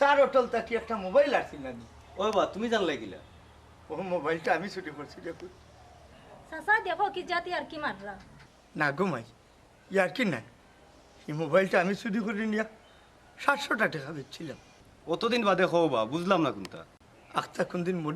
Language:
Sylheti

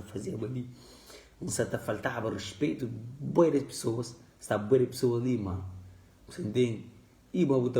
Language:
Kabuverdianu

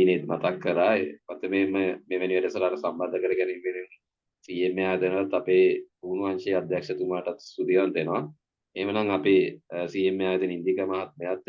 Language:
Sinhala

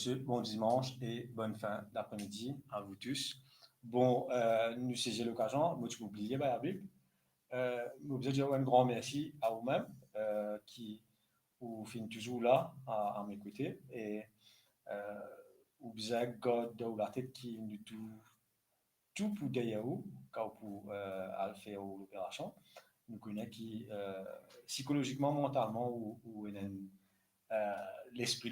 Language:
Morisyen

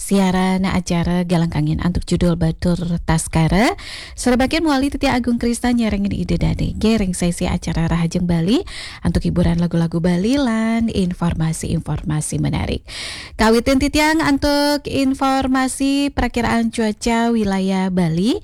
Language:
Balinese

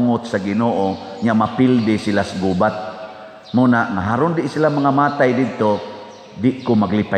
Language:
Cebuano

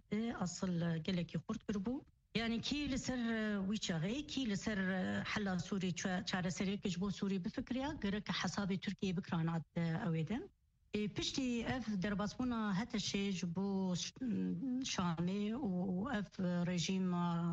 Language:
Kurdish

